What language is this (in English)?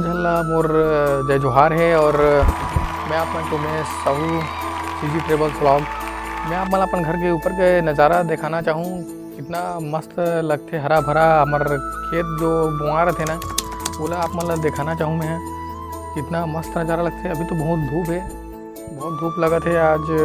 Chhattisgarhi